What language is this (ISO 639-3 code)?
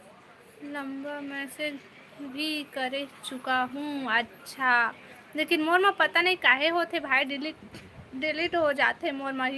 hne